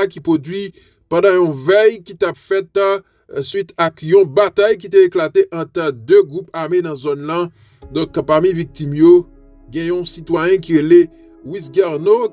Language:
Haitian Creole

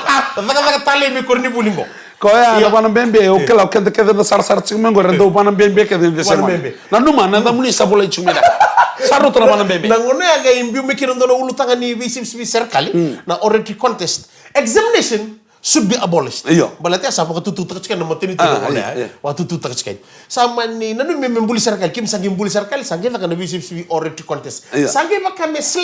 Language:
Fijian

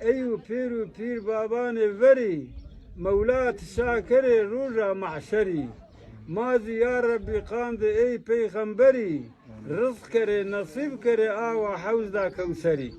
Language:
Zaza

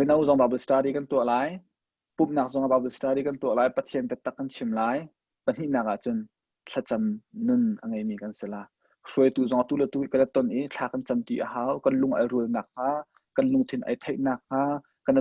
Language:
Hakha Chin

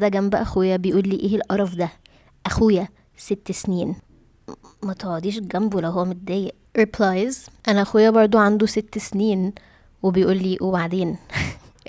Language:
Egyptian Arabic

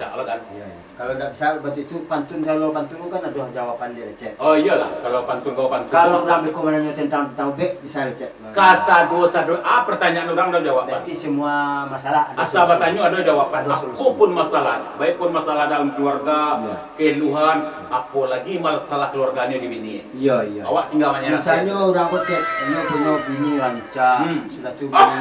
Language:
Minangkabau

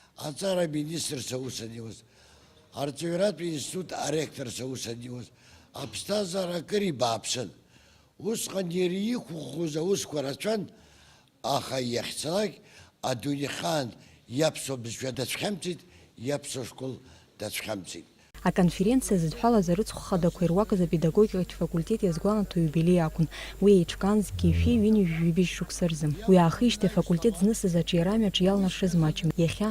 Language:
Abkhazian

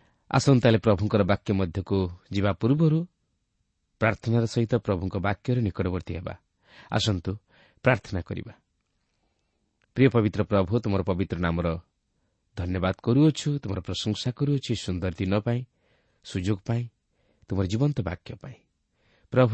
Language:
Odia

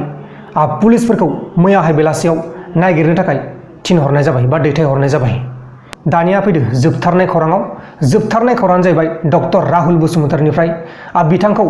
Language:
Bodo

